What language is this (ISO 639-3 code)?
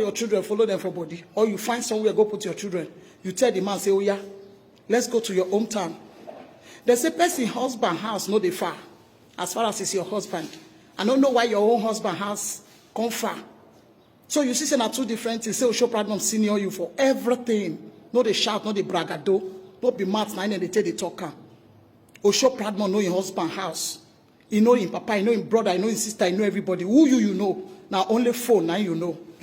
pcm